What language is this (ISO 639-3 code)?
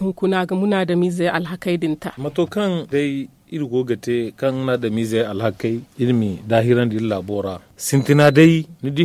dje